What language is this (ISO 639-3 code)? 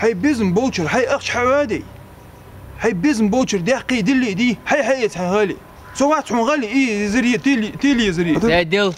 inh